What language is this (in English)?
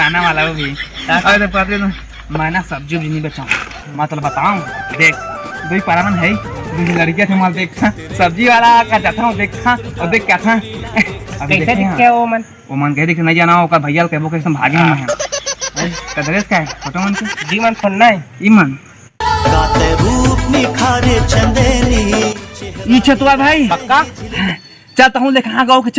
Chhattisgarhi